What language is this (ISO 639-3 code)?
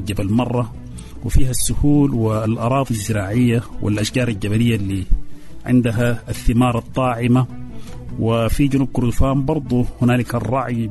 apd